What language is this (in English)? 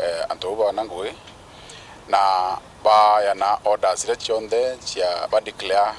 Meru